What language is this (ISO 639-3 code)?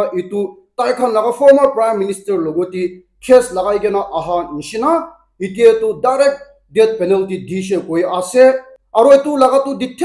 nag